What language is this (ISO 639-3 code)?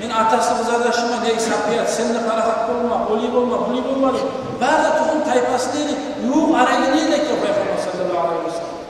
kum